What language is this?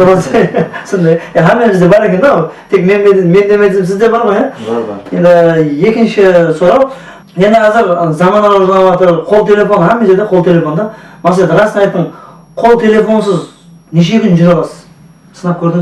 Kara-Kalpak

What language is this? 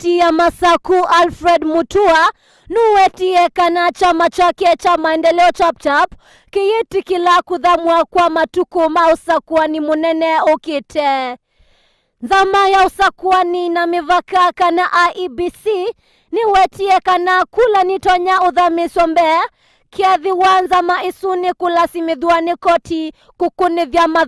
Kamba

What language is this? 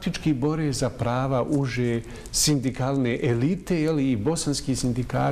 Bosnian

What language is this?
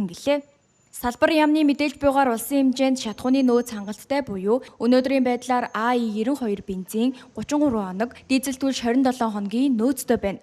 Mongolian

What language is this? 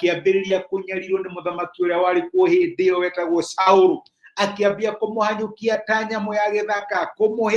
Kikuyu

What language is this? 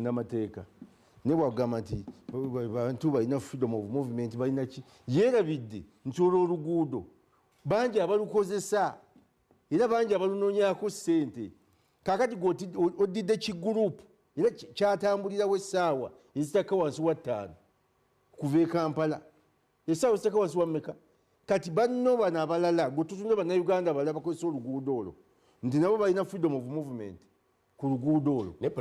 Ganda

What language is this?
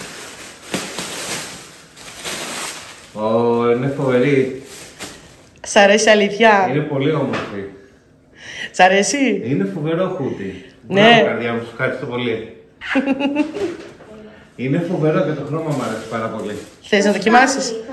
Greek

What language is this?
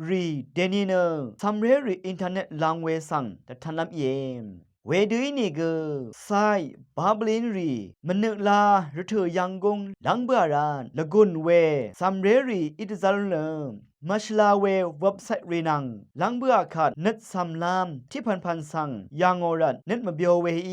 Rawang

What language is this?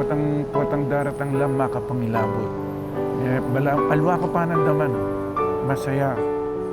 Pampanga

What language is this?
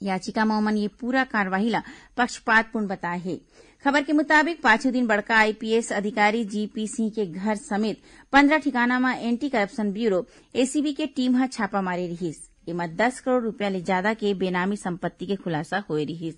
Chhattisgarhi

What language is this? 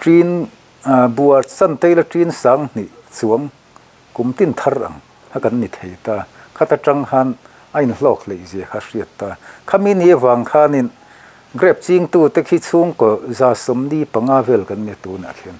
Mizo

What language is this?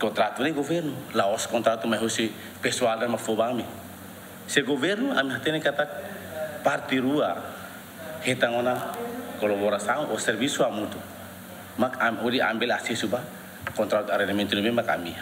Tetum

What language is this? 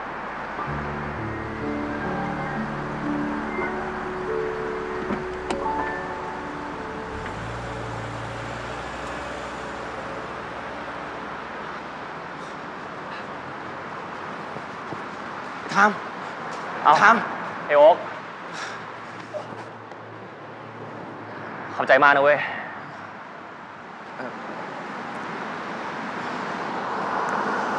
Thai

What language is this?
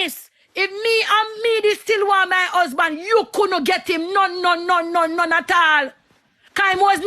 Jamaican Creole English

